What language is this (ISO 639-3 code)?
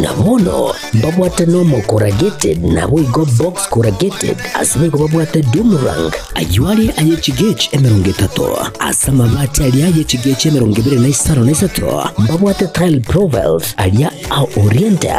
guz